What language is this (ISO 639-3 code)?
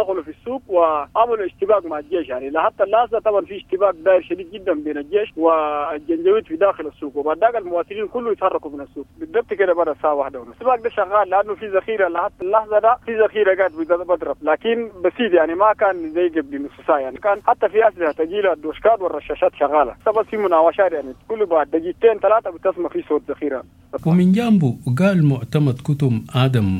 apd